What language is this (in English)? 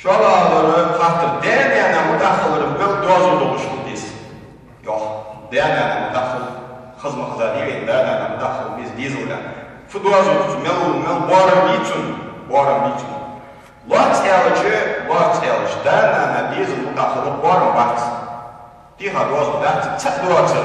Ingush